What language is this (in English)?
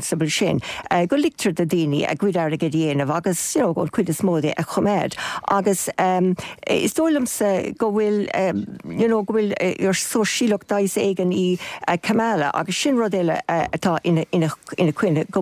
Irish